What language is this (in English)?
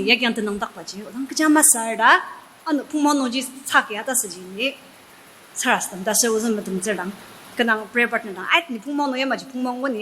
Ao Naga